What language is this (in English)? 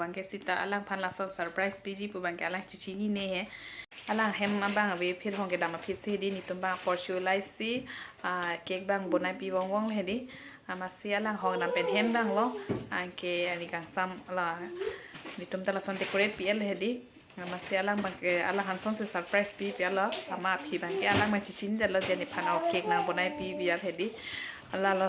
Karbi